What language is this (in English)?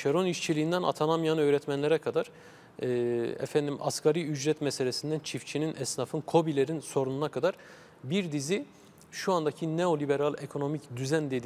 Turkish